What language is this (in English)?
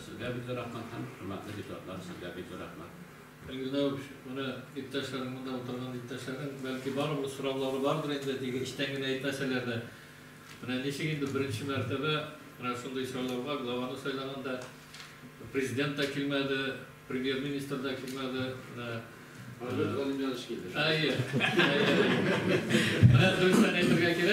Tatar